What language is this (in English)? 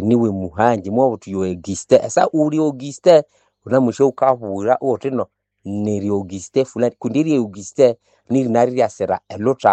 Nande